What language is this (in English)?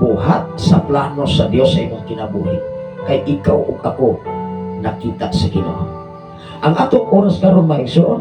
Cebuano